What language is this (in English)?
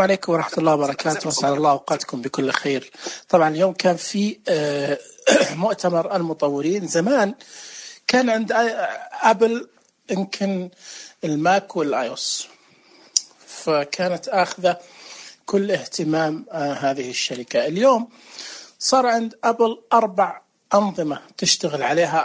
Najdi Arabic